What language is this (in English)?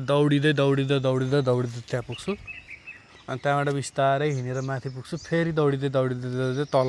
Nepali